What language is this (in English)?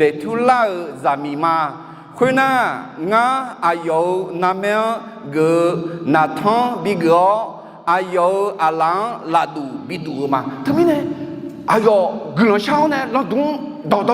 Akha